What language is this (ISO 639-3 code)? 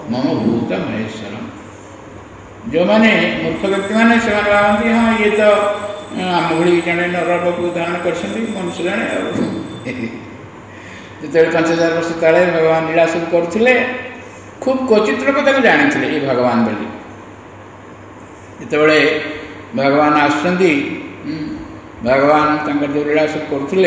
ori